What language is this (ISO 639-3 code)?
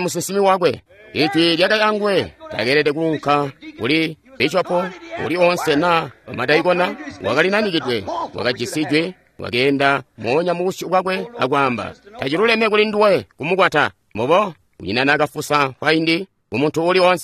toi